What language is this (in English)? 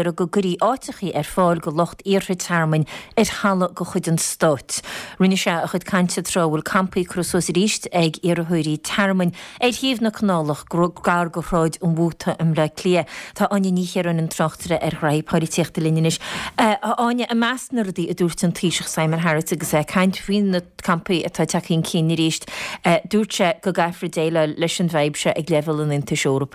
Irish